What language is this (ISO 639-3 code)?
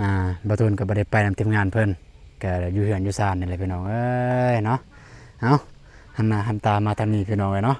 lao